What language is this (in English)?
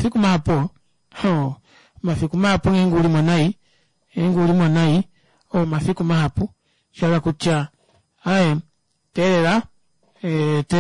Kuanyama